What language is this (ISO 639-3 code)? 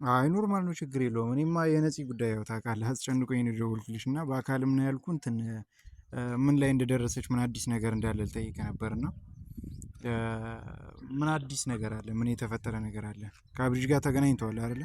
amh